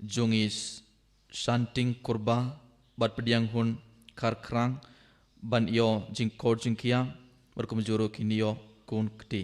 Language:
Khasi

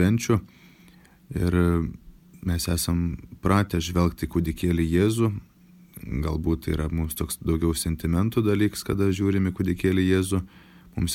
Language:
Lithuanian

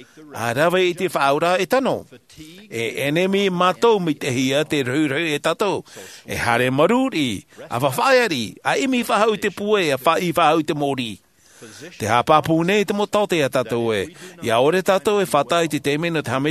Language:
Tahitian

